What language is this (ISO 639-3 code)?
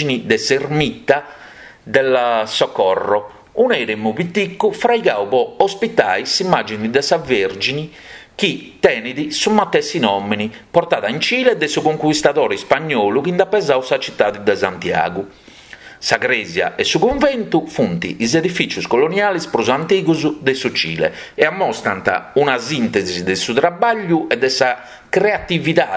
srd